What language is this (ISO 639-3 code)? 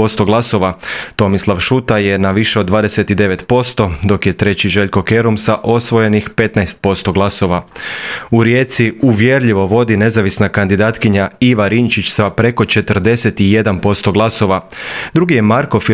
hrv